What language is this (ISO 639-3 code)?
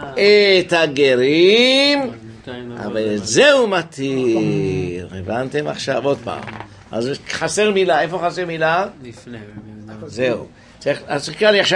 heb